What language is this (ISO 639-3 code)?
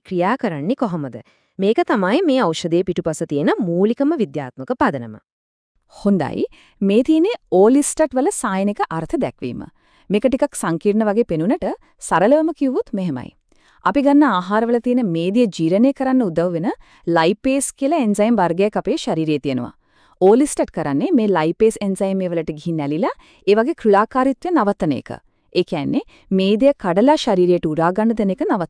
sin